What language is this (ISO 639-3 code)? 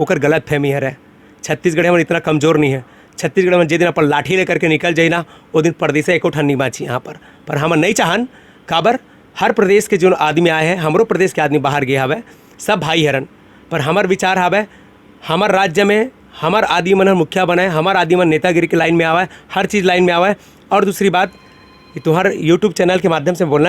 hne